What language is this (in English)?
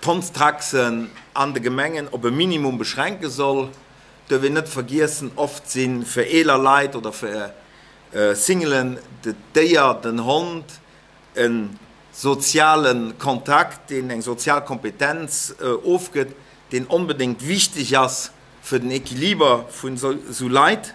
Luxembourgish